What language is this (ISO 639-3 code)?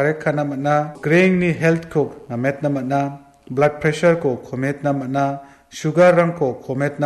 grt